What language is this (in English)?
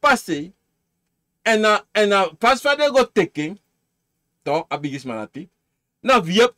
Sranan Tongo